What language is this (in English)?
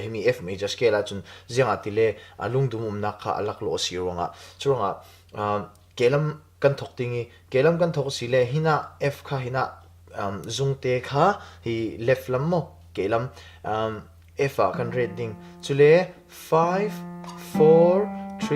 Falam Chin